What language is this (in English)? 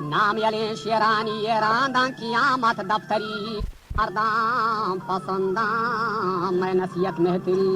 Baluchi